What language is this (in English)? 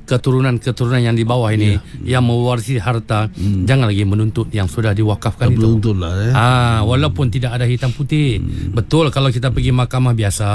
Malay